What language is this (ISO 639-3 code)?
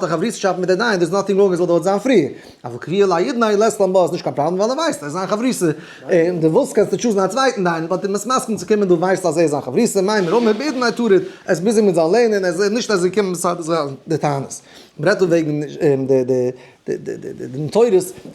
yid